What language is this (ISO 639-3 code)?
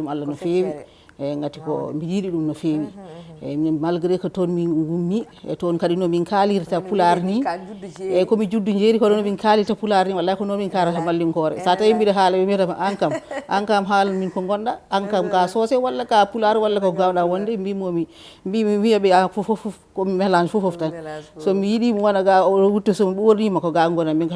ful